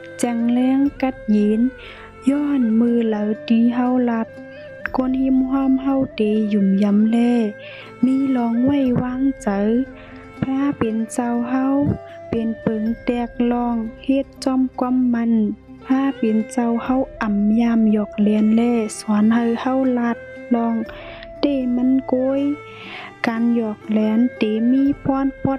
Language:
Shan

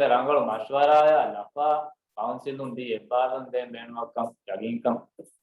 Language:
Divehi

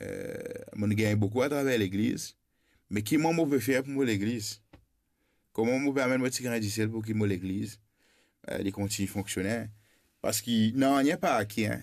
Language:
Morisyen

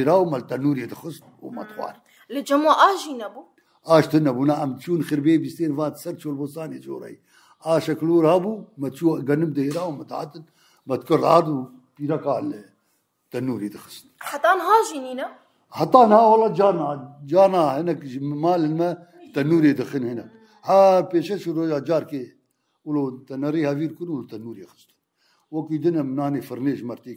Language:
Kurdish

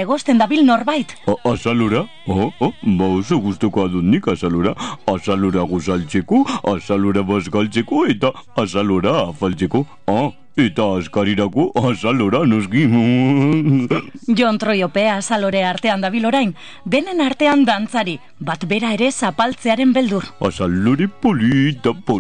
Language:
Basque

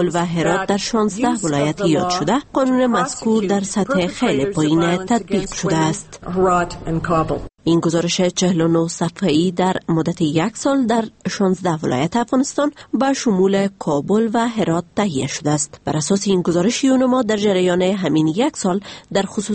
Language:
Persian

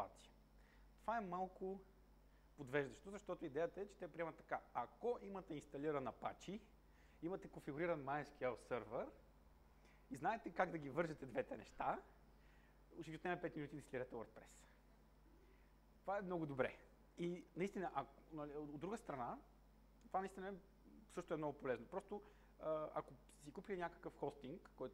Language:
Bulgarian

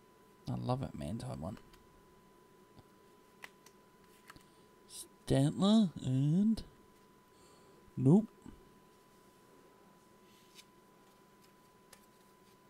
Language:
English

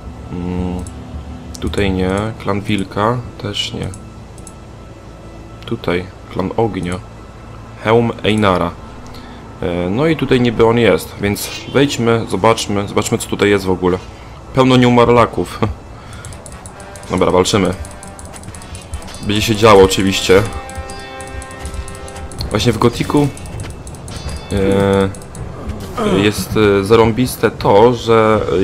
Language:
Polish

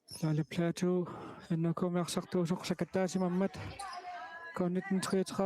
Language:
Kalaallisut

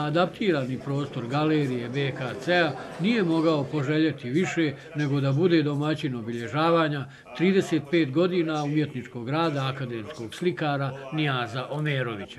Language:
Bosnian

